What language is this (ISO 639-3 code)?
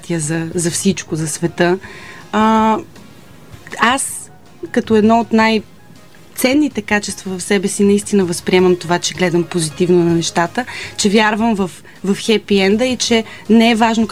bul